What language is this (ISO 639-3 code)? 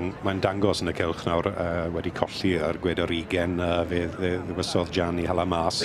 cym